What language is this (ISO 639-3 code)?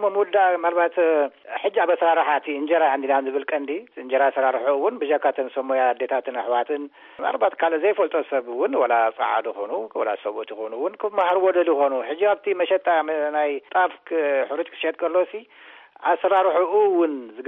tir